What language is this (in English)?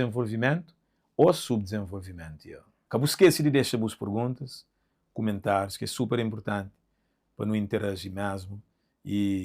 Kabuverdianu